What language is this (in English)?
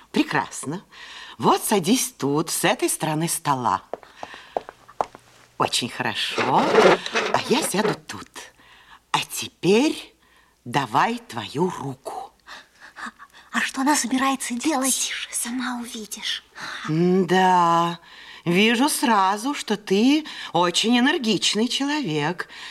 Russian